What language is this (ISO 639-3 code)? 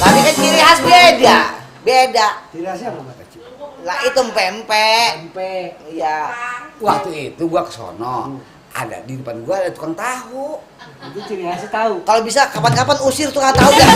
bew